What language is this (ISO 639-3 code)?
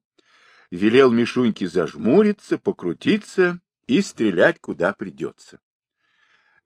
rus